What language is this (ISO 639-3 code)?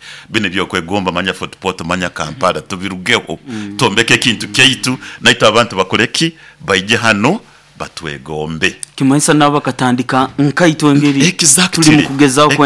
nyo